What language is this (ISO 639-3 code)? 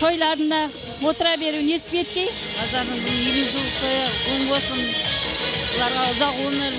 kaa